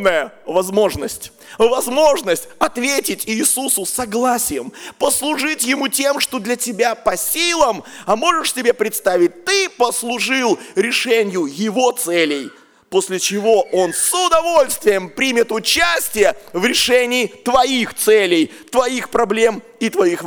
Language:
Russian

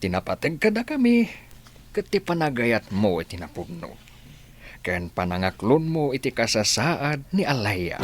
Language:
Iloko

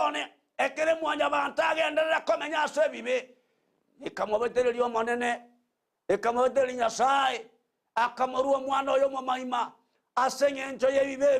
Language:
Gusii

